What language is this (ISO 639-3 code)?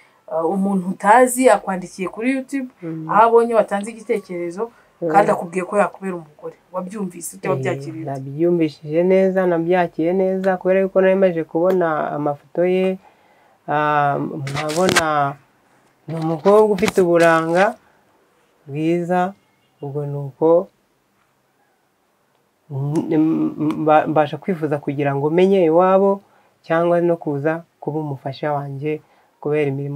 kin